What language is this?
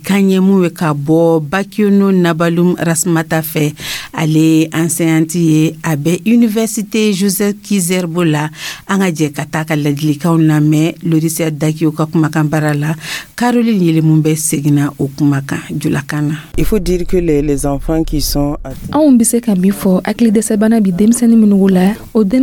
Dyula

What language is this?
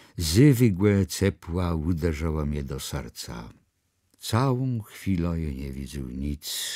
Kashubian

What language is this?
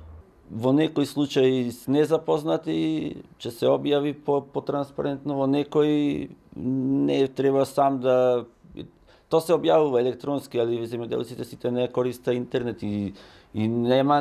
Macedonian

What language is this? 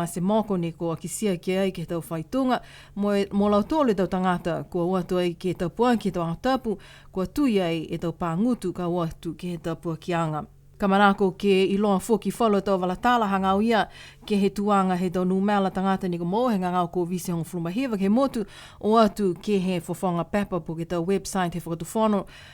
Niuean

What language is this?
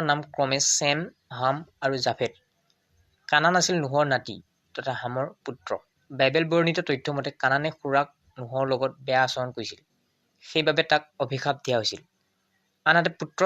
Assamese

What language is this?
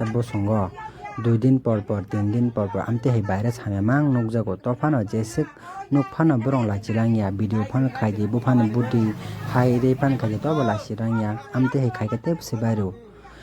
Kok Borok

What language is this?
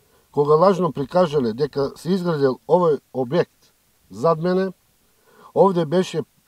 Macedonian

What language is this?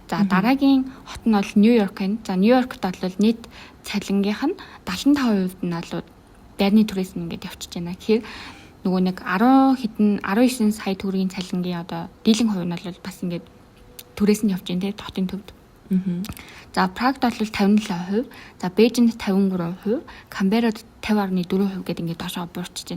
Mongolian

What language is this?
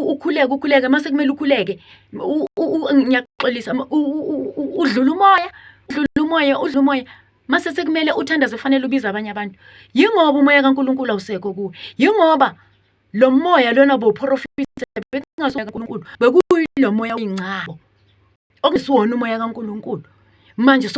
Zulu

